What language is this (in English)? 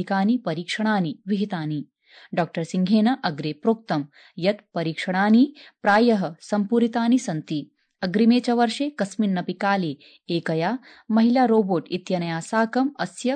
Sanskrit